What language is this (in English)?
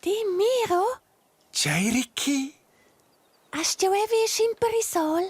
Romansh